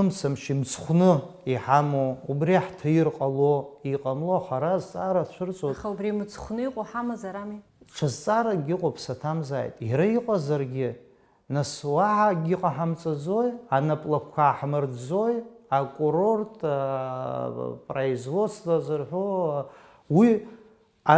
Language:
Abkhazian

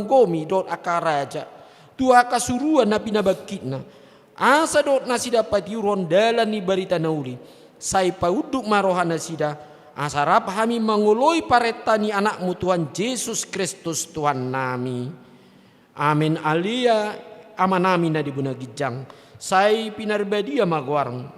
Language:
Batak Toba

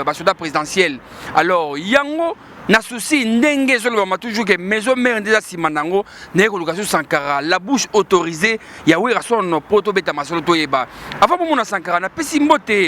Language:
Lingala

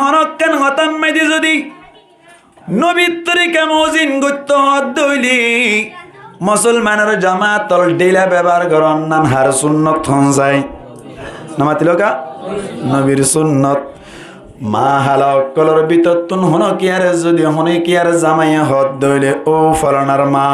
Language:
Rohingya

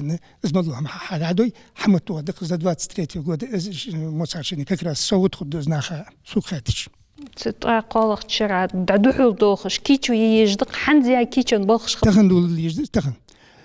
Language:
Ingush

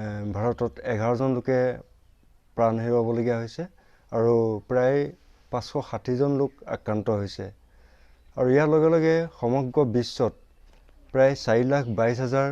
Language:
Assamese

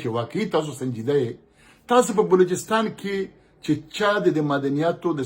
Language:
Pashto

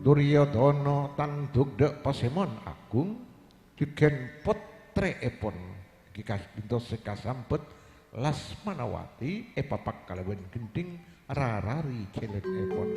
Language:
Madurese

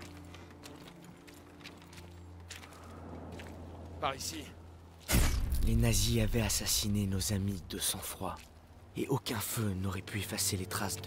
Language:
French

